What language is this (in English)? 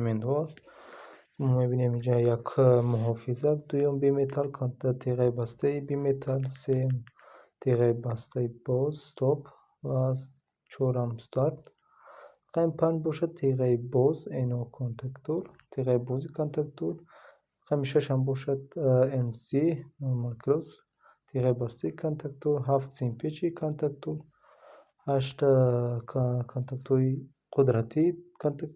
Tajik